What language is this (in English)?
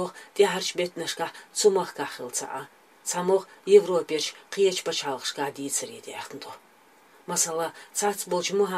Chechen